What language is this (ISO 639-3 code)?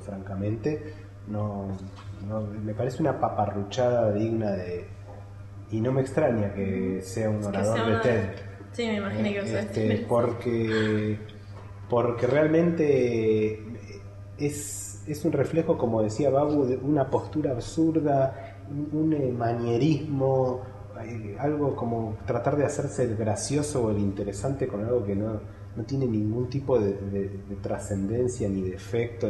spa